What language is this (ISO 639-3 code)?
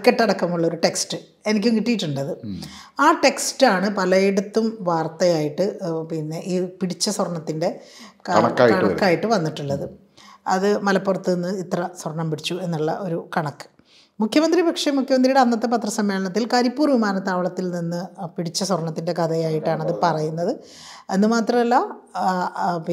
mal